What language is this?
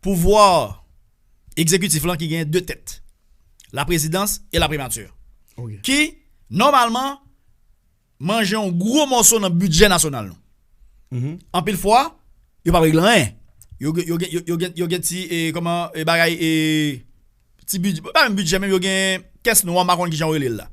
Haitian Creole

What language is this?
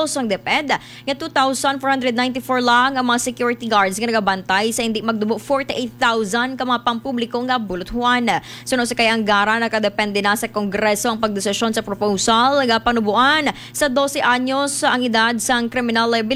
Hiligaynon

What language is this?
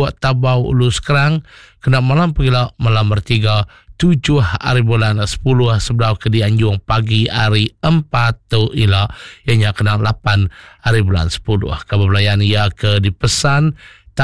Iban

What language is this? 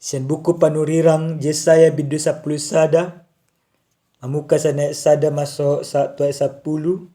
Batak Toba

